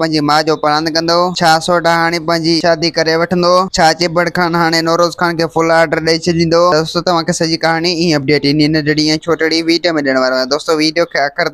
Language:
Sindhi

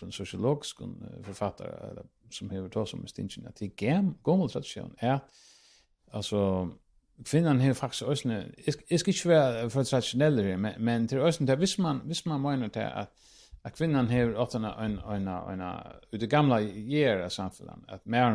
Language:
Faroese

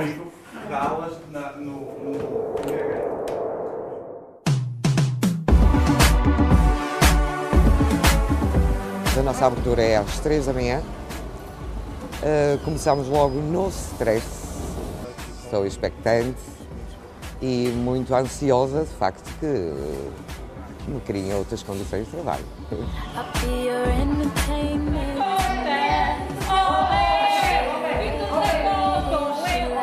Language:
Portuguese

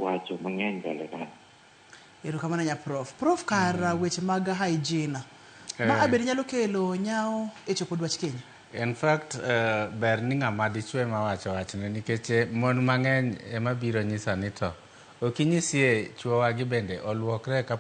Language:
Luo (Kenya and Tanzania)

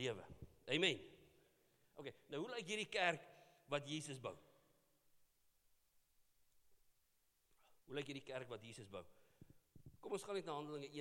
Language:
Afrikaans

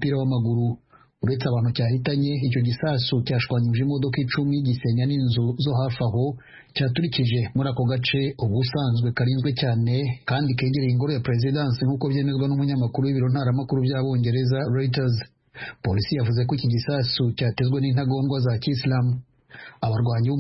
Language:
Kinyarwanda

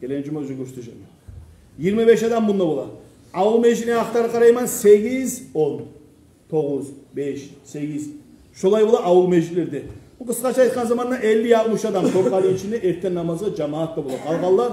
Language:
Kumyk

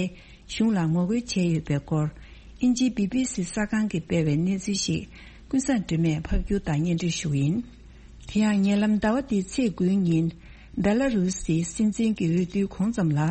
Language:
Tibetan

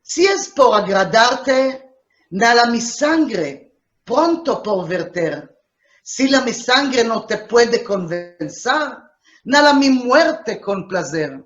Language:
Ladino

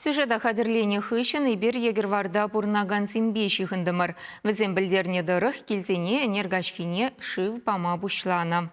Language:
Chuvash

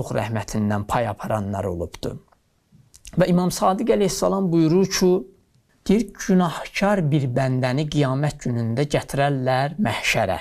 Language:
Azerbaijani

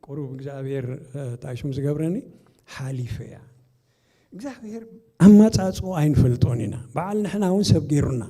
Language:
Tigrinya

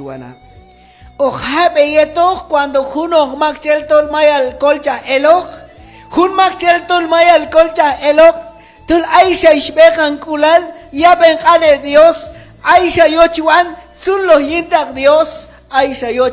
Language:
Q'anjob'al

